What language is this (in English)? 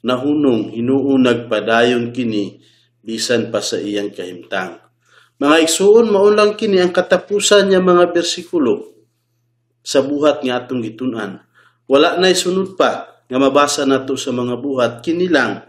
Cebuano